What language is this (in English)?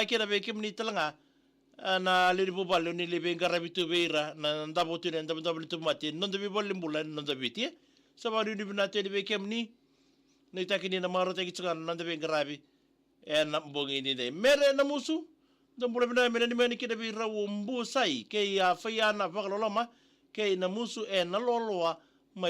Fijian